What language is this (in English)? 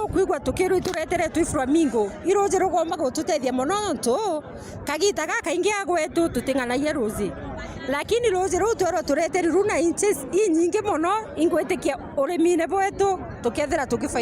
Meru